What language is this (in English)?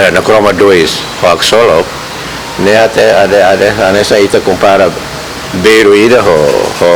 Tetum